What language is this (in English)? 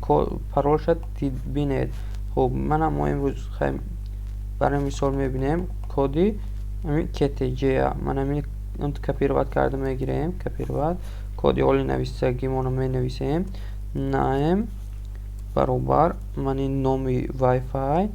Tajik